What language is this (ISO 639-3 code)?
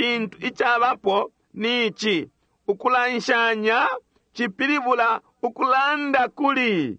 bem